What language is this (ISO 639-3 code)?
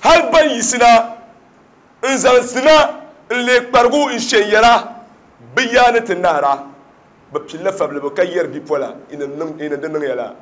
dag